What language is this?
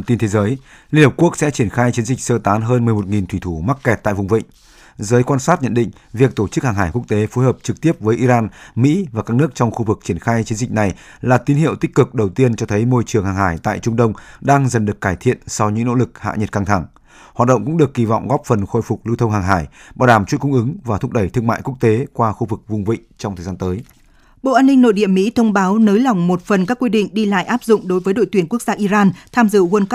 Vietnamese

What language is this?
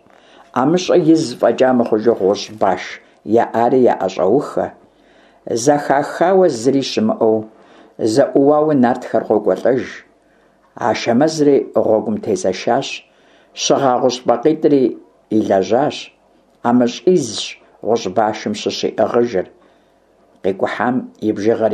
Kabardian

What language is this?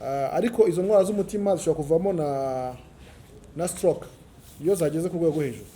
Kinyarwanda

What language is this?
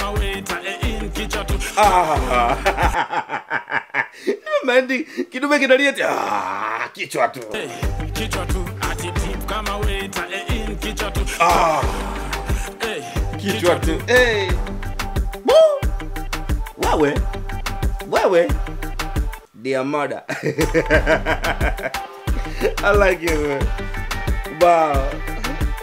Swahili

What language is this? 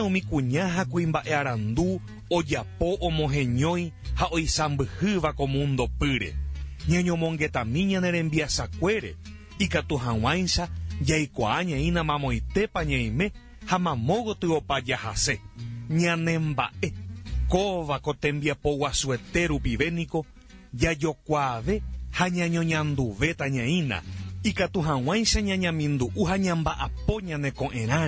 Guarani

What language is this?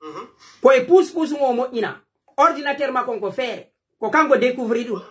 Pular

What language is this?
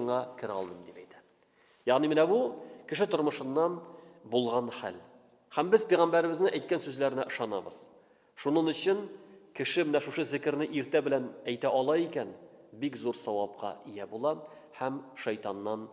Tatar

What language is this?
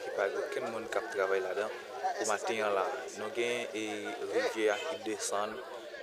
Haitian Creole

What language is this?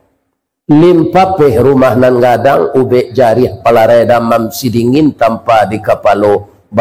Minangkabau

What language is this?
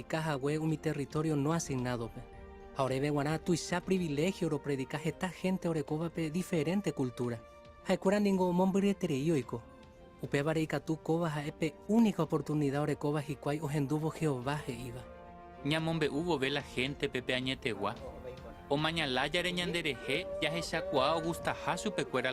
Guarani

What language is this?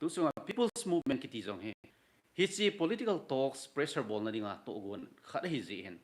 Thado Chin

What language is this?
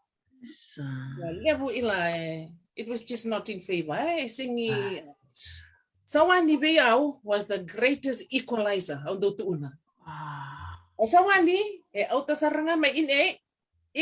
Fijian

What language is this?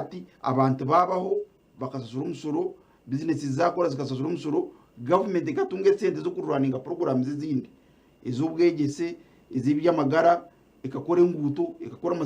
Nyankole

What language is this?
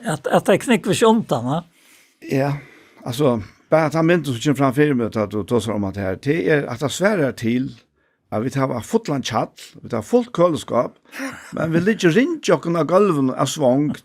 Faroese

